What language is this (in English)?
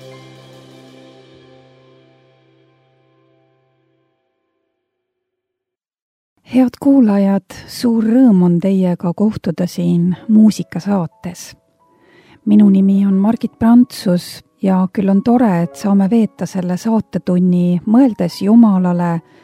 Estonian